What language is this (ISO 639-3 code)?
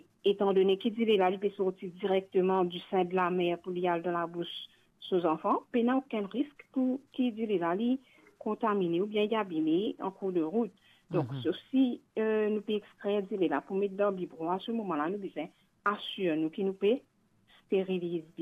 mfe